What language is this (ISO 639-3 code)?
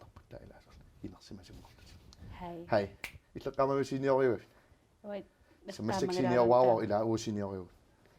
kal